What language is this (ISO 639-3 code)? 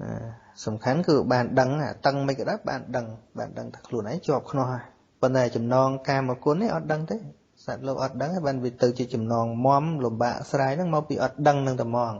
khm